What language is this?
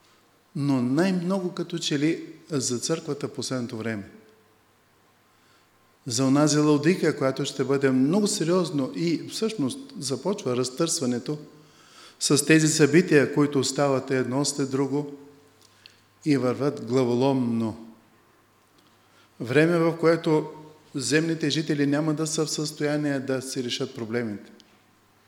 Bulgarian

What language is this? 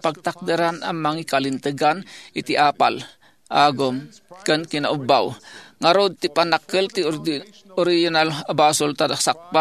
Iloko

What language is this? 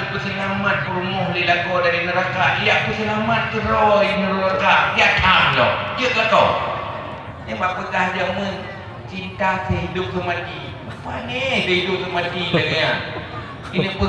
Achinese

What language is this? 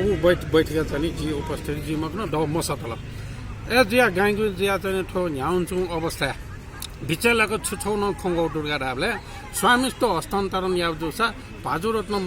Newari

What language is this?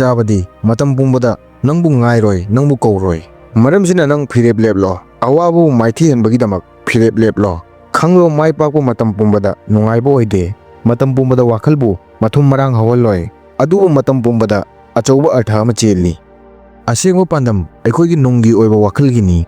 Manipuri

